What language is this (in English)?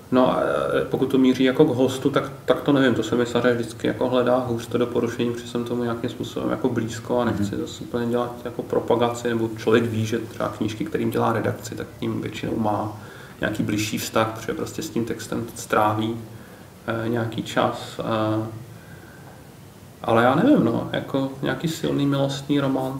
Czech